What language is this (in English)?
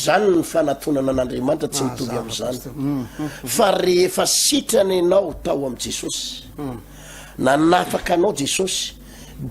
Malagasy